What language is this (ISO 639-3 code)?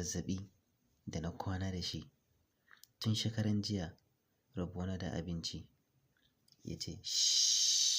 hau